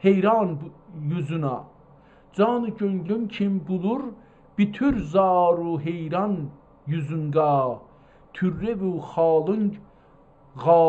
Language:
South Azerbaijani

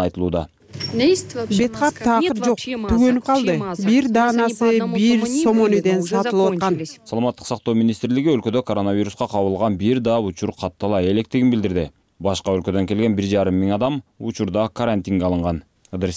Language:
Kyrgyz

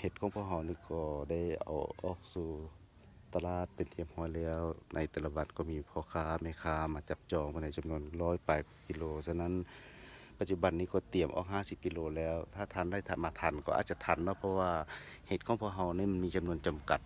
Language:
Lao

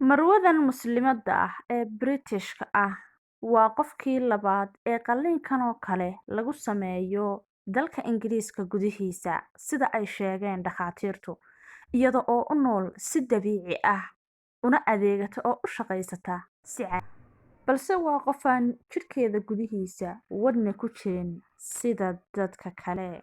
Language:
Somali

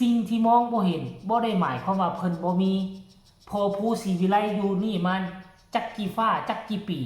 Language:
Northeastern Thai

